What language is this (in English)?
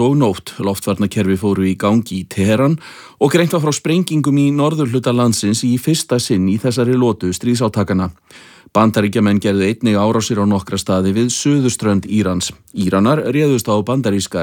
Icelandic